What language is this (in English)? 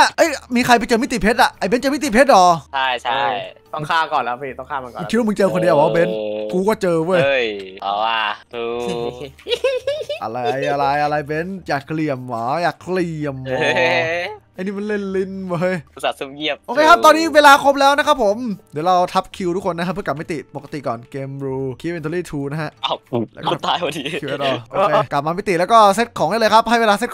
Thai